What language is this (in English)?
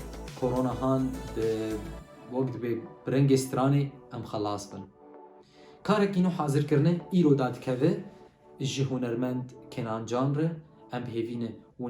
Kurdish